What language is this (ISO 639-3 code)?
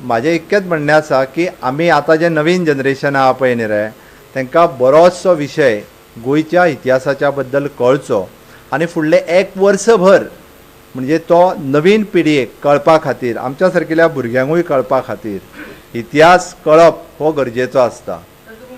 kok